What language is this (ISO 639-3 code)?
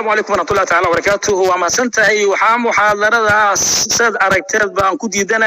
som